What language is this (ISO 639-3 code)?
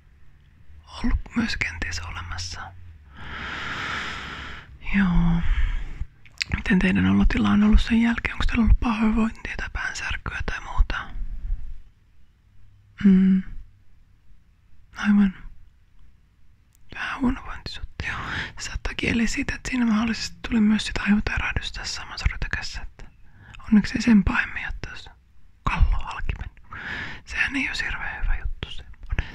fin